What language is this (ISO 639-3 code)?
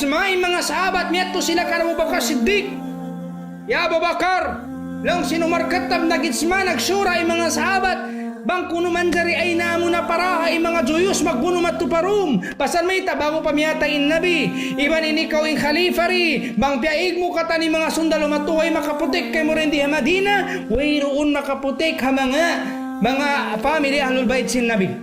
tsg